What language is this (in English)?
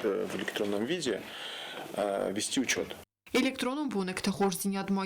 Ossetic